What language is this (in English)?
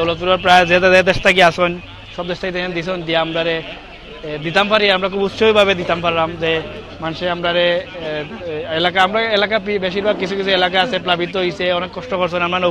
Sylheti